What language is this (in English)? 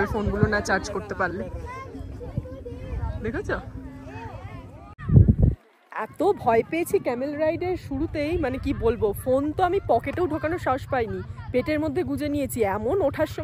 Bangla